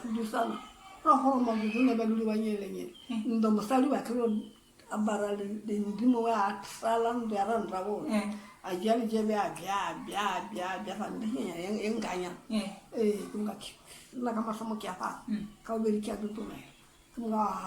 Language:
Northern Sotho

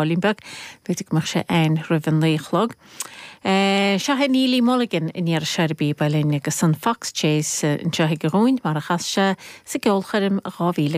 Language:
Irish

